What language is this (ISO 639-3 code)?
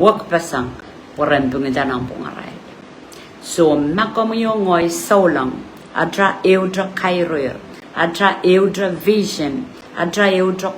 pon